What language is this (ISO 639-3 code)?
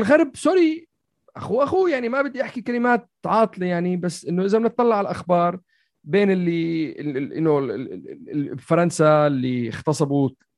apc